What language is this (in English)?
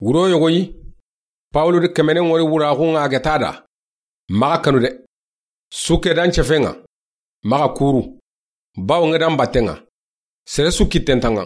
Soninke